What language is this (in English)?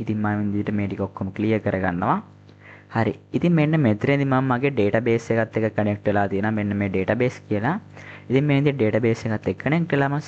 Sinhala